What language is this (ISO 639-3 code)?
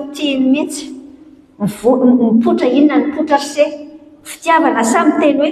mlg